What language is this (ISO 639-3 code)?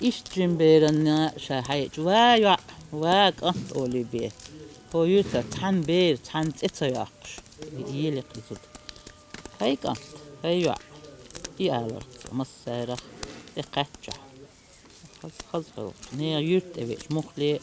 che